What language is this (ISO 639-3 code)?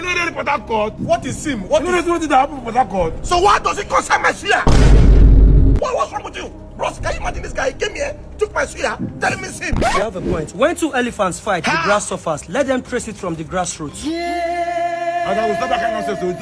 pcm